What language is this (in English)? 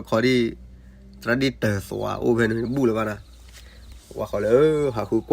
S'gaw Karen